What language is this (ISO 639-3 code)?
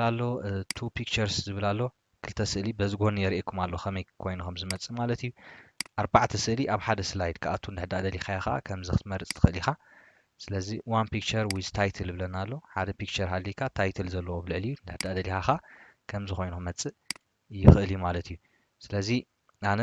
tir